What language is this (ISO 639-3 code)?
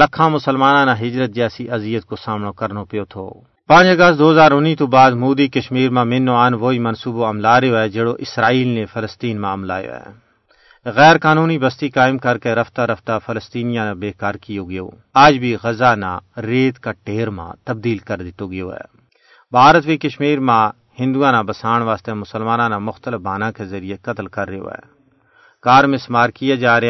gju